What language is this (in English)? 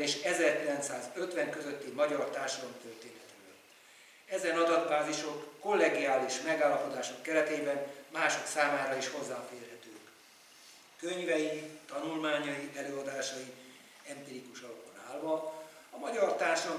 Hungarian